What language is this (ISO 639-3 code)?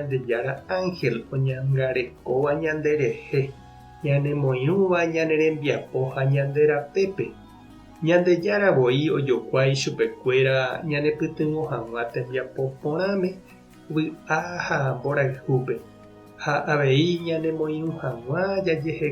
grn